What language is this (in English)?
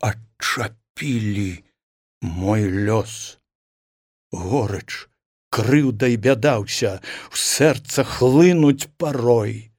Belarusian